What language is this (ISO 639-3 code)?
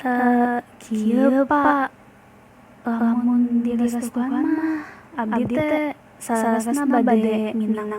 sun